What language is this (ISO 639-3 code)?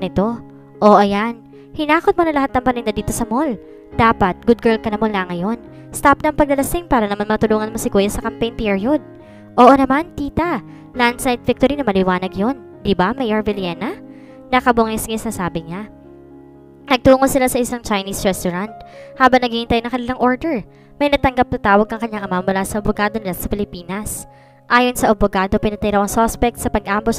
fil